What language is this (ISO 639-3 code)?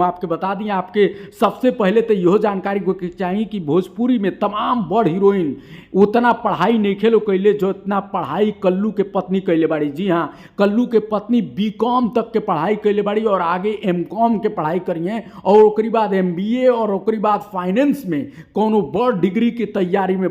bho